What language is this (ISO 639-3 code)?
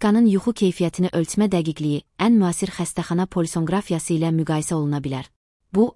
aze